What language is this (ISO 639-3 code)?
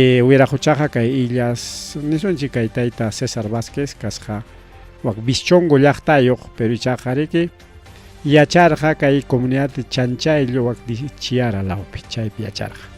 quy